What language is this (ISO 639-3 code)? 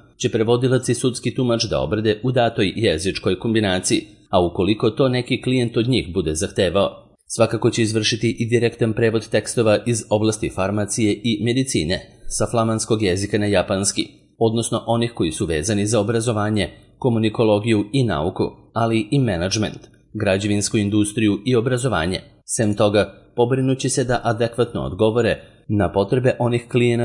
srp